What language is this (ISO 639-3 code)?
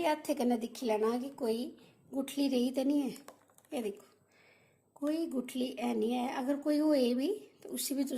doi